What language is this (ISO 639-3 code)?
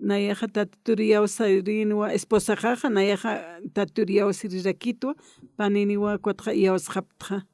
aym